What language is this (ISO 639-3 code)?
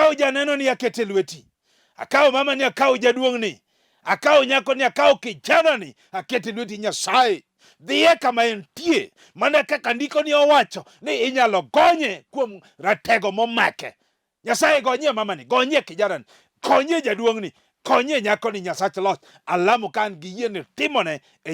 luo